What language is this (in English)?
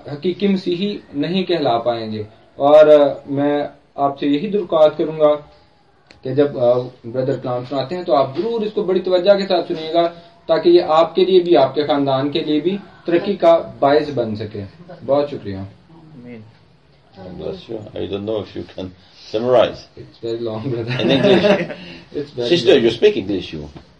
Urdu